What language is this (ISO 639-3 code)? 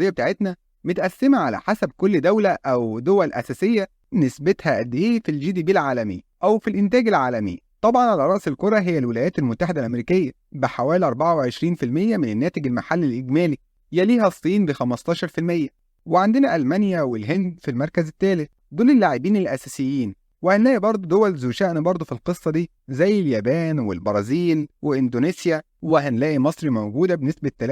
arz